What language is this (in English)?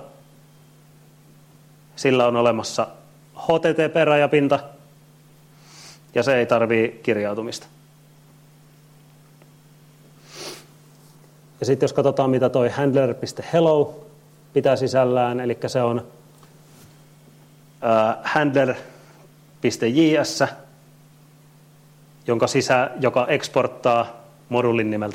Finnish